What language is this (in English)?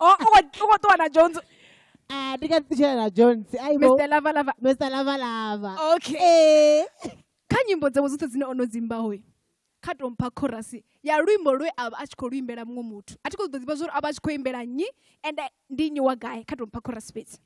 Venda